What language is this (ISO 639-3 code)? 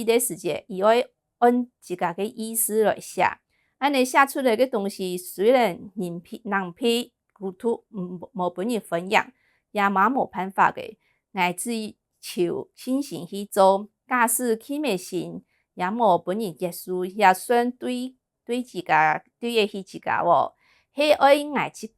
hak